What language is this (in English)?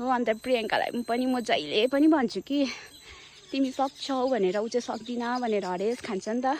Nepali